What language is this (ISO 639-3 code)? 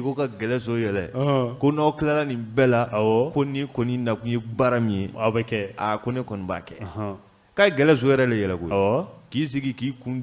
bam